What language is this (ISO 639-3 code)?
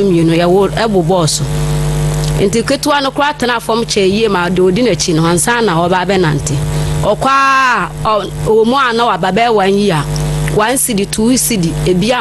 aka